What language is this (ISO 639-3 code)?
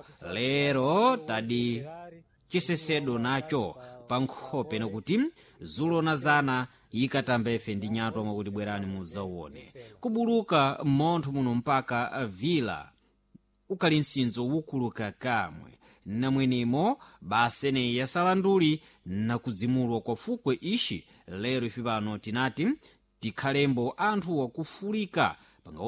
seh